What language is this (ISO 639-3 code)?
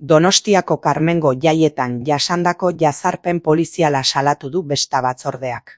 eus